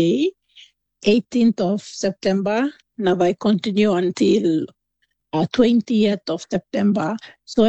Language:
Tok Pisin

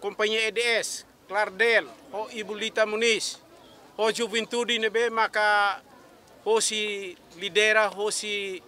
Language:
Tetum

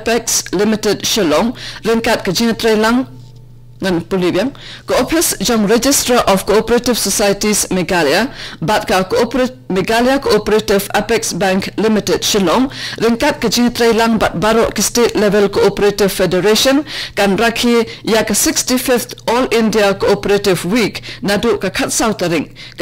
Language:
Khasi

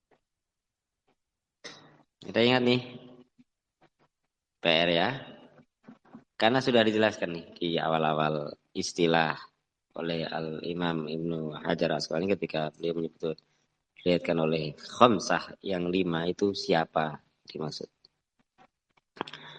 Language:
Indonesian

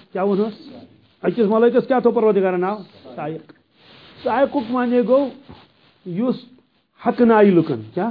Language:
Kashmiri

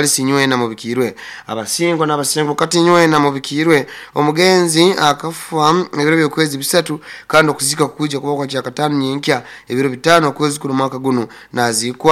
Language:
Nyoro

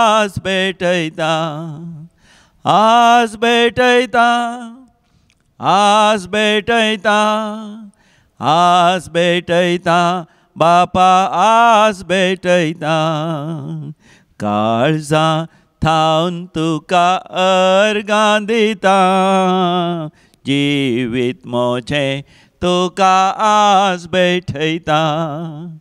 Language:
Konkani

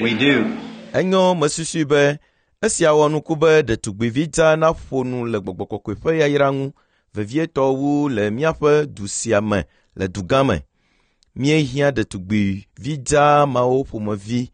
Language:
Ewe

